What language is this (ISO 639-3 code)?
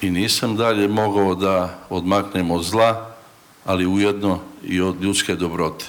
srp